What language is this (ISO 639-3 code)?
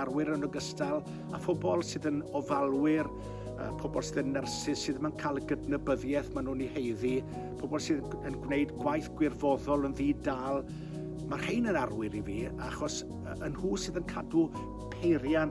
cym